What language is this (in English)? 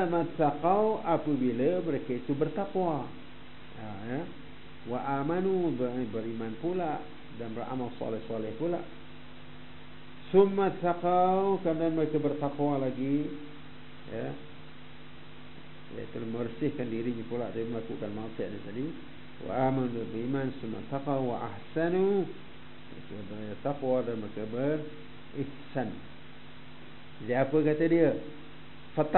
Malay